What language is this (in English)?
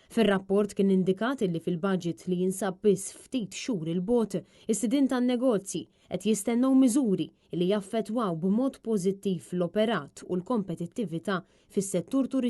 Maltese